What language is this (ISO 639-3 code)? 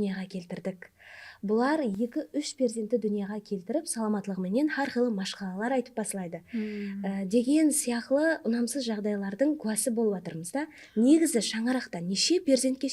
kaa